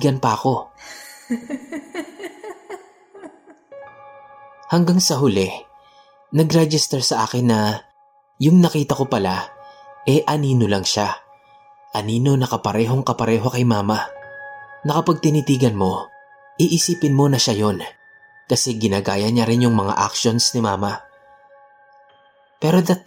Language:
Filipino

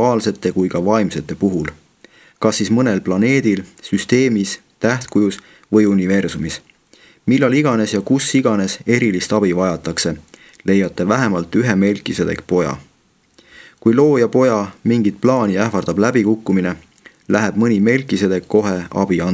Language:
Estonian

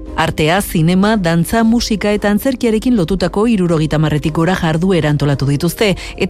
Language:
Basque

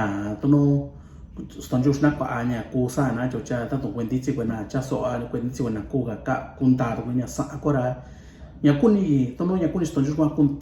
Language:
Mixtepec Mixtec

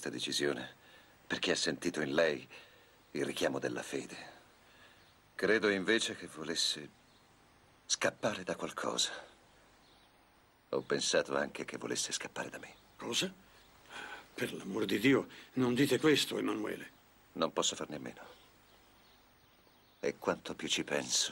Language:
Italian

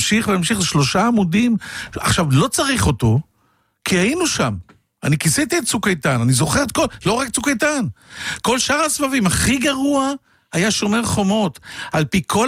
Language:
Hebrew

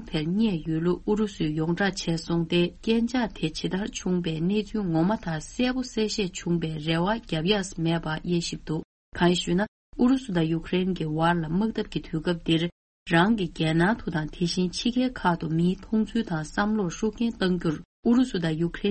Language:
Tibetan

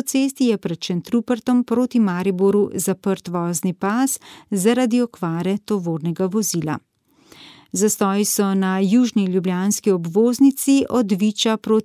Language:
Slovenian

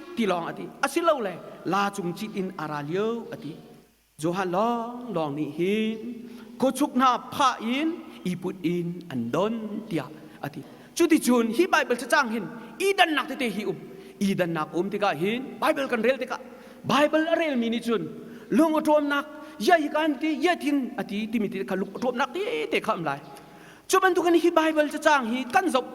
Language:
Hakha Chin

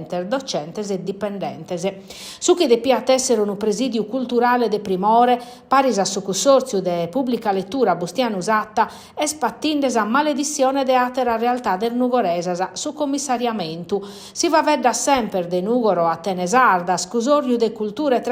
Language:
Sardinian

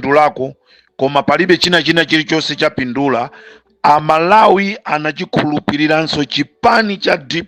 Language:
Nyanja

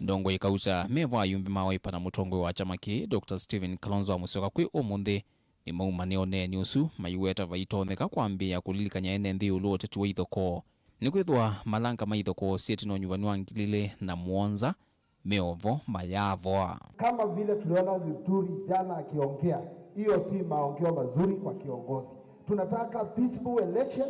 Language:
Kamba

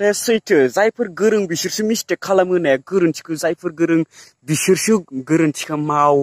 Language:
Bodo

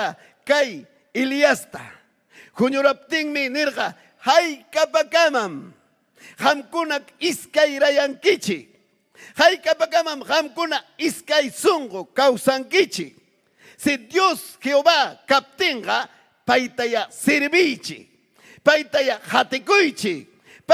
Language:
Ayacucho Quechua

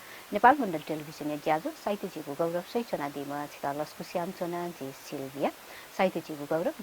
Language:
Newari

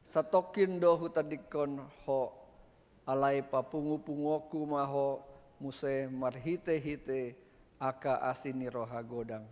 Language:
Batak Toba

